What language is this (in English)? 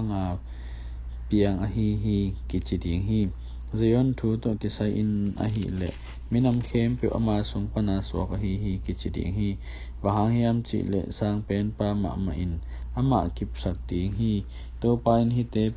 Tedim Chin